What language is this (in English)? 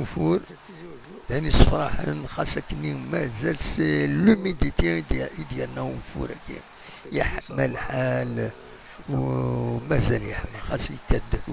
Kabyle